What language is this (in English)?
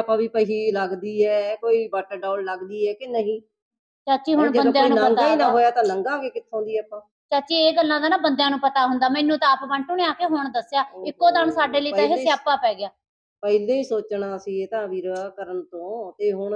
Punjabi